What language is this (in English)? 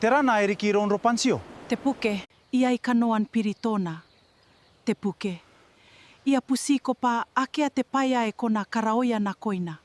Gilbertese